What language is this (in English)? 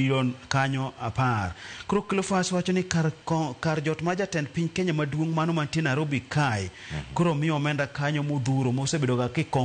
Luo (Kenya and Tanzania)